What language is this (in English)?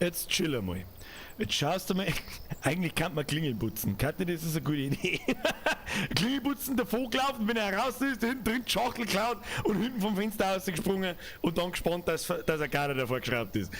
Bavarian